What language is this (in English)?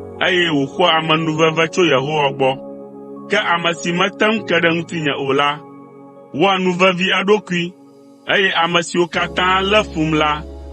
Ewe